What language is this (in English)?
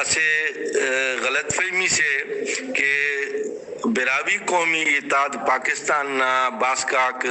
Brahui